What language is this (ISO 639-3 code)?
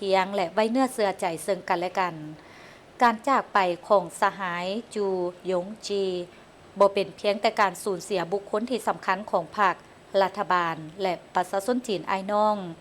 lao